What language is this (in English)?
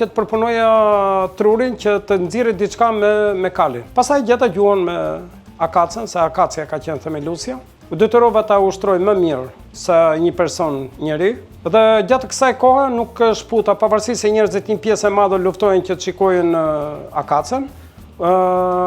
Albanian